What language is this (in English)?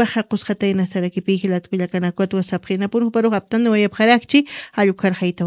Aymara